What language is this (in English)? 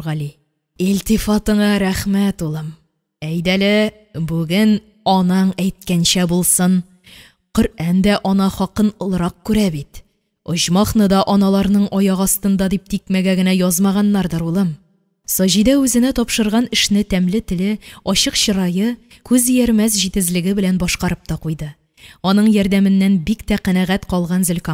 Tatar